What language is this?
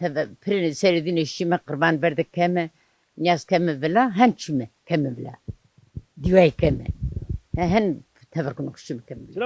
Zaza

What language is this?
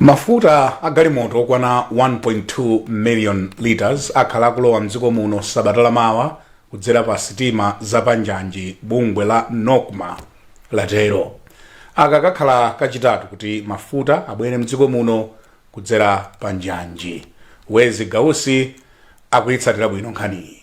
Nyanja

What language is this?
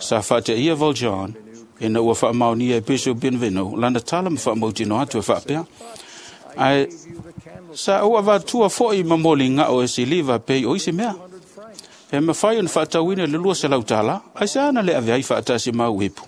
Samoan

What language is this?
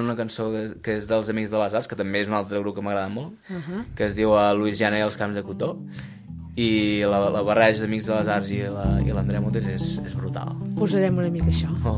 Catalan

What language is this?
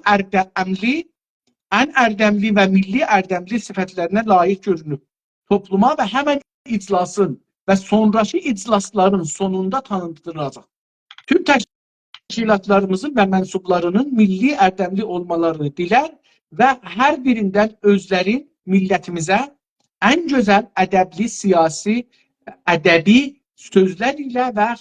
South Azerbaijani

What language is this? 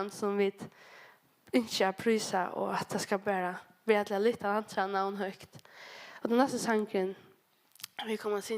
Faroese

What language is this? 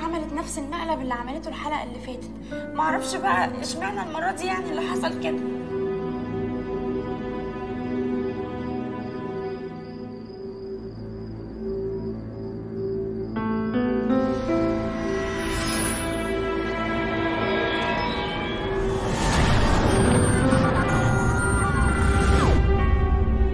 Egyptian Arabic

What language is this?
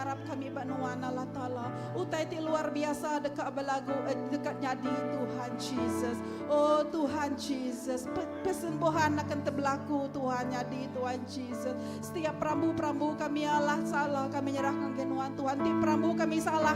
Iban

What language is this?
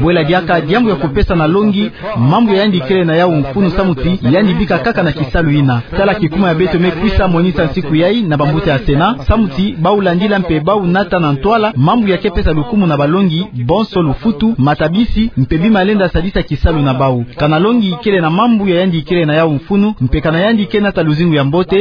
Kituba (Democratic Republic of Congo)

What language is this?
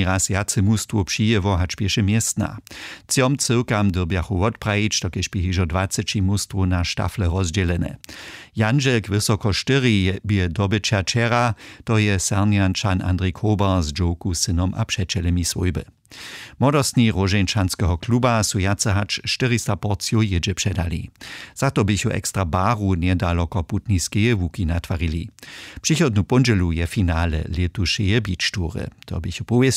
Upper Sorbian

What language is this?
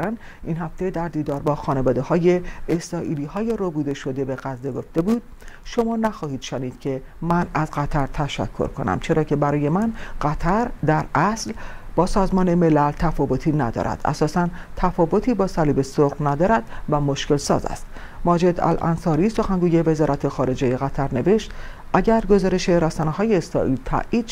Persian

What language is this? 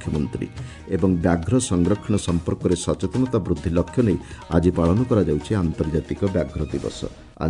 Odia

